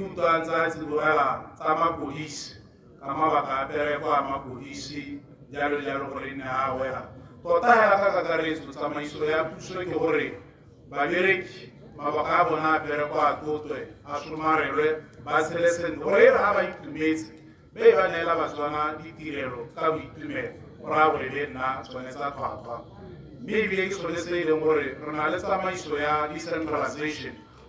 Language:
Tswana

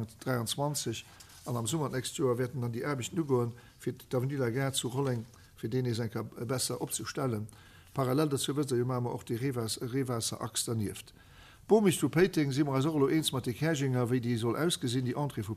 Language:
Luxembourgish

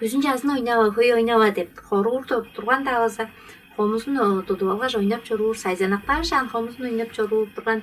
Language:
Tuvinian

